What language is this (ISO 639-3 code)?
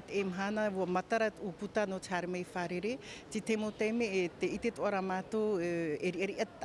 tah